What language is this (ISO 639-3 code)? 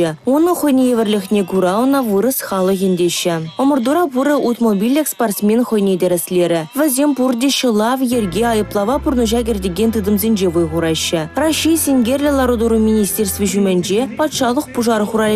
chv